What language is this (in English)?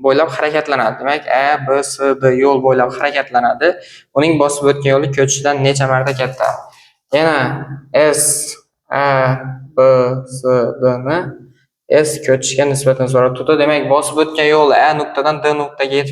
Uzbek